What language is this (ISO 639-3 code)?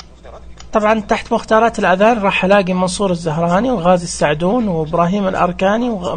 ars